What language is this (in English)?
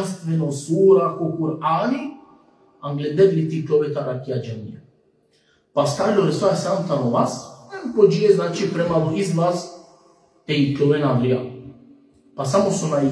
Balkan Romani